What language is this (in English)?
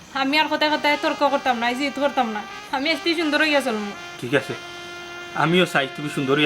Sylheti